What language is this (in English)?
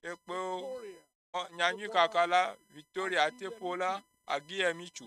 Ewe